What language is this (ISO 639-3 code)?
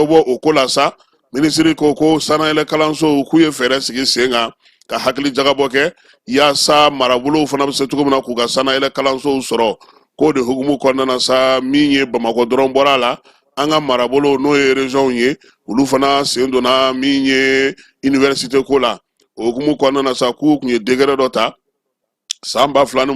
bam